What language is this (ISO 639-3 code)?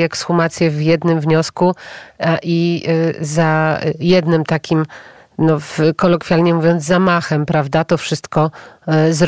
pol